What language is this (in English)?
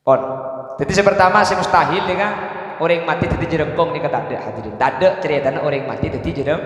Madurese